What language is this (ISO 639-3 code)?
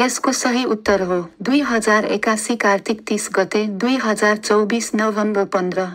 nep